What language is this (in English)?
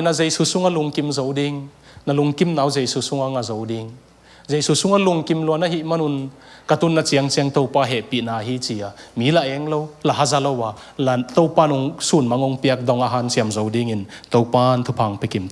Tedim Chin